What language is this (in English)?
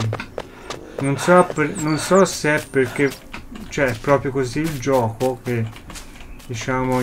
Italian